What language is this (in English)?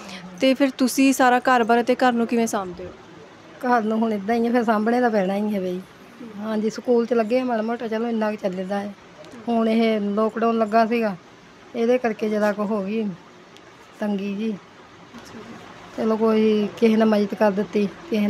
Punjabi